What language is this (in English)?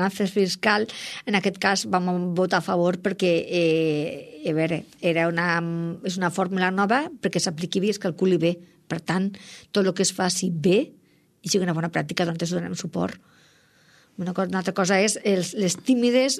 Catalan